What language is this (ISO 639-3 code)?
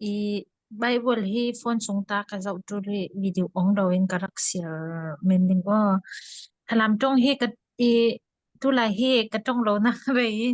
cfm